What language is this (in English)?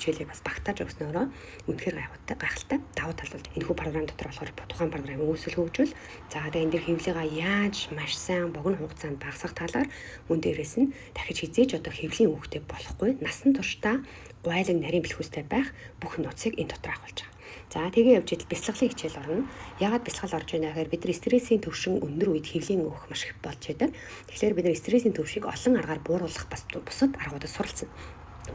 Mongolian